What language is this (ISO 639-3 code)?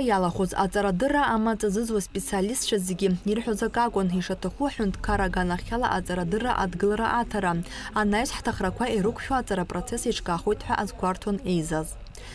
abk